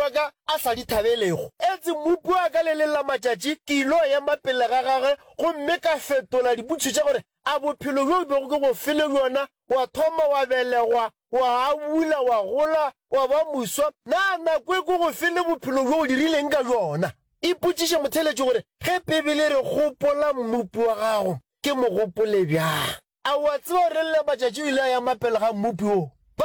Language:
Northern Sotho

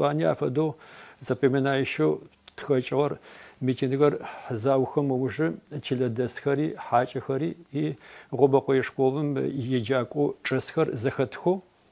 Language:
Adyghe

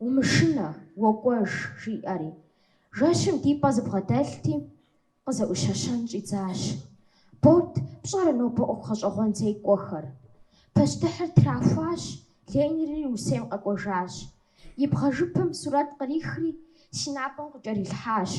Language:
Kabardian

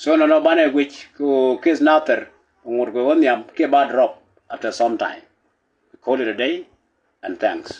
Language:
Nuer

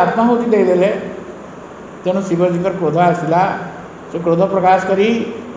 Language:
Odia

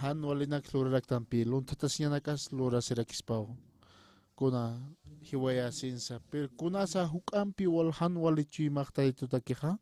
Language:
Aymara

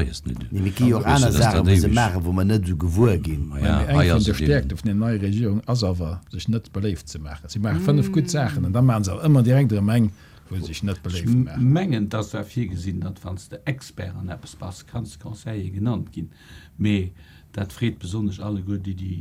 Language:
Luxembourgish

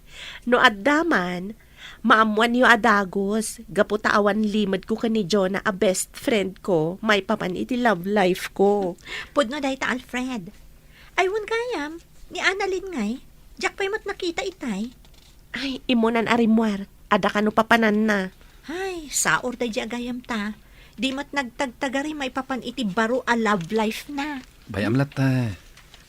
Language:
Iloko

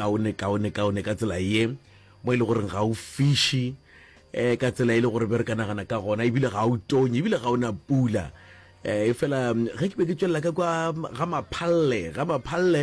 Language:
Northern Sotho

